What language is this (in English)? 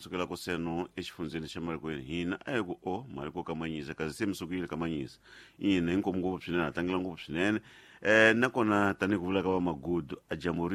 Tsonga